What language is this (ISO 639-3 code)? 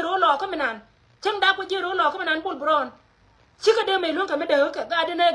nus